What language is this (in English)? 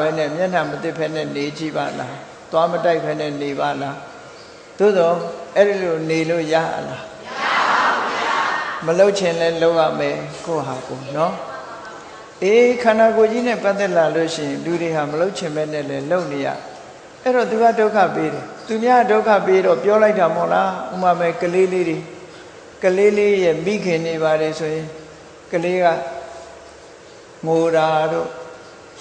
Burmese